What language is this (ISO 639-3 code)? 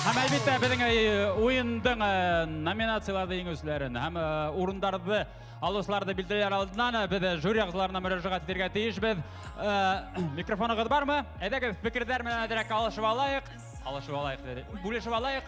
bak